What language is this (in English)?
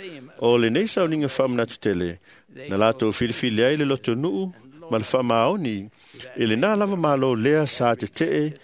Samoan